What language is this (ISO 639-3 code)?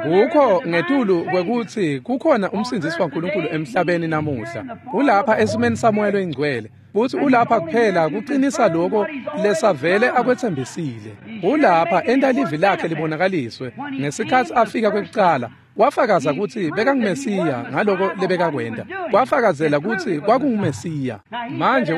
ssw